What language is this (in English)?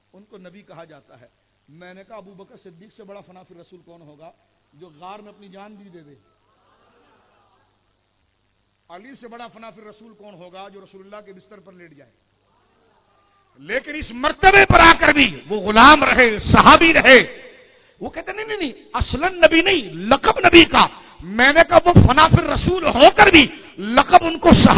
Urdu